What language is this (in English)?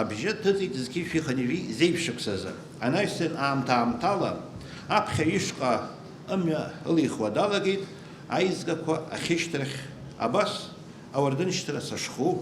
Abkhazian